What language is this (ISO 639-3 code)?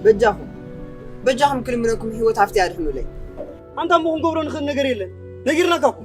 tir